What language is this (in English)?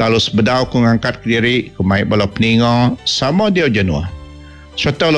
Iban